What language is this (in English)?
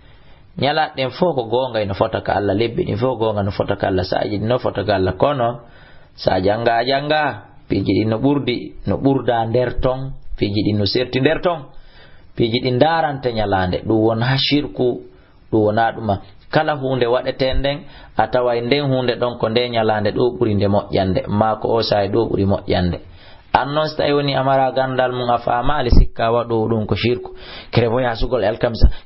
Fula